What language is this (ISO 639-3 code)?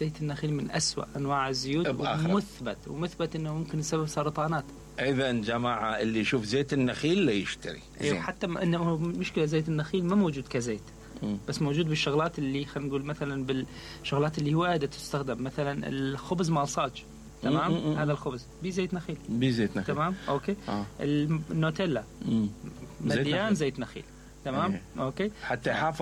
acm